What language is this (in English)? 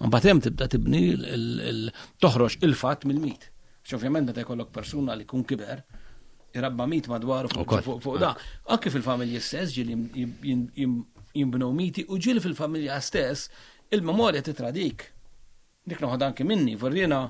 Maltese